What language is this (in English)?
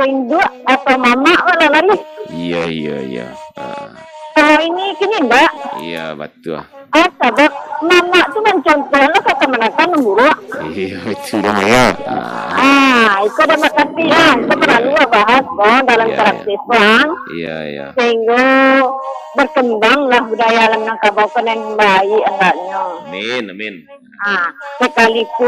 Minangkabau